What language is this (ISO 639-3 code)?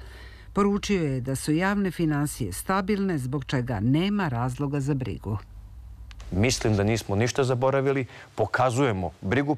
srp